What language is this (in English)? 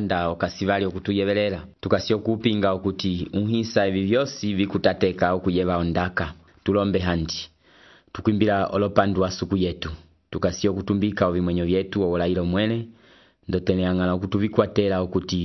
Umbundu